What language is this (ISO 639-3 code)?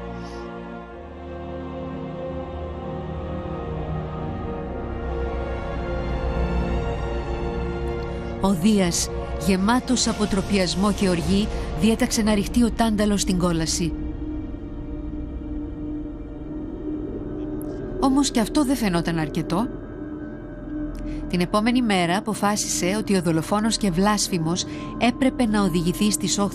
ell